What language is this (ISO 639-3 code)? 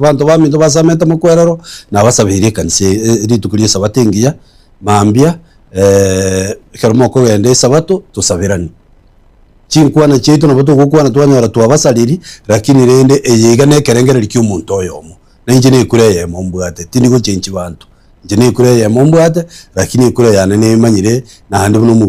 guz